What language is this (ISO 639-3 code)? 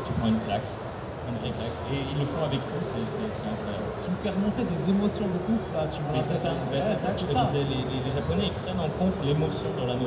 fra